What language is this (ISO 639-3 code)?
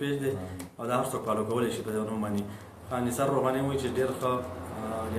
pus